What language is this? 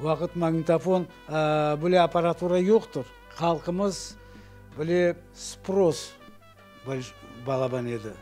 Crimean Tatar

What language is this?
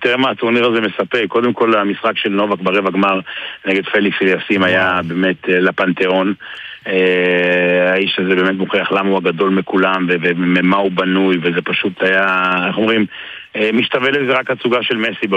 Hebrew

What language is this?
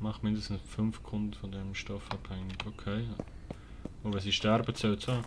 Swiss German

